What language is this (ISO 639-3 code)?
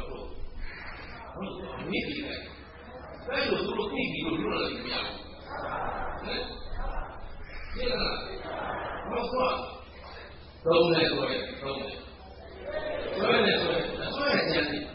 mya